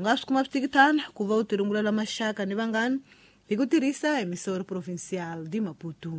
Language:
Tsonga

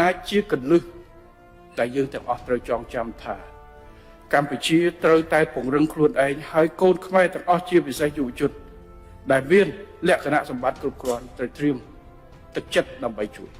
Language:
Khmer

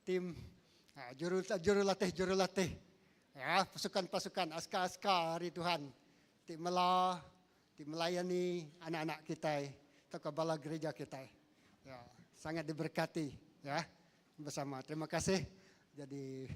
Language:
Iban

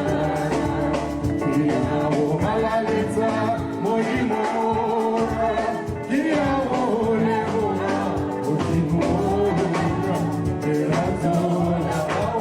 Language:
Tswana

